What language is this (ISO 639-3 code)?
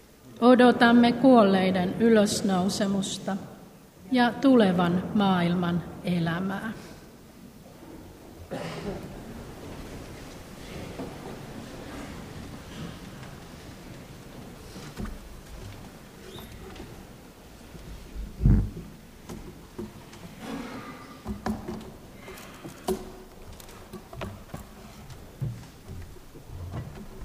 fin